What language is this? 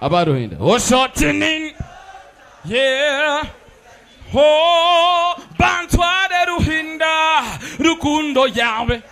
Nyankole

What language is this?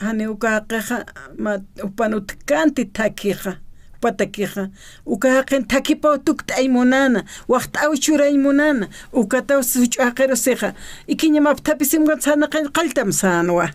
Aymara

